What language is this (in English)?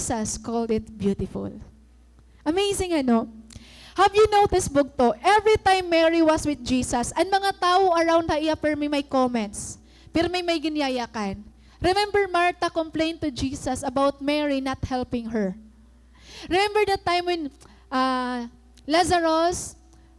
Waray